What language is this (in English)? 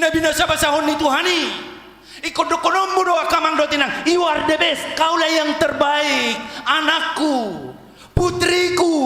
Batak Toba